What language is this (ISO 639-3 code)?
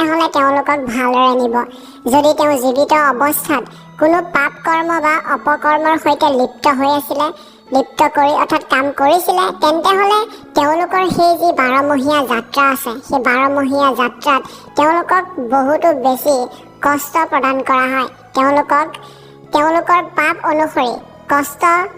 asm